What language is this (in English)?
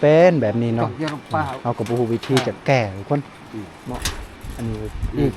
Lao